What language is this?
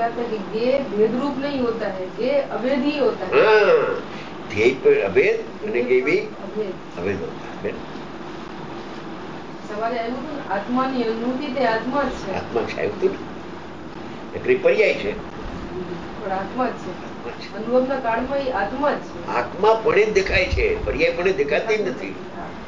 Gujarati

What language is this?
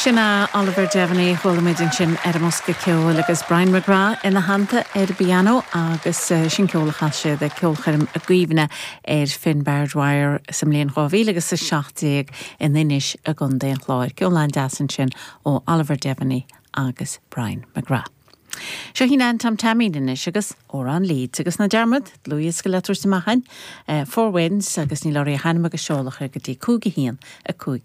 Irish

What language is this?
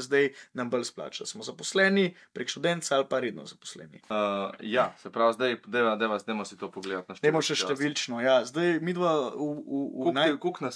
Slovenian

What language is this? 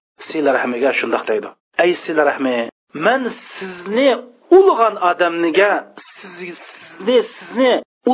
Uyghur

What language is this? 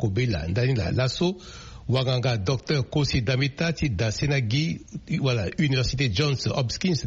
Sango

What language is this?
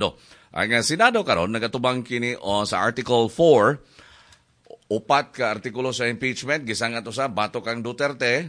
Cebuano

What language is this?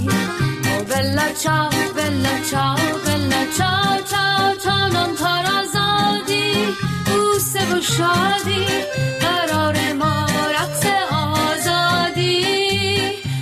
Persian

